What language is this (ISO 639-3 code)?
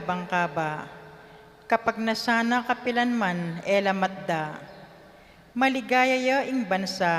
pam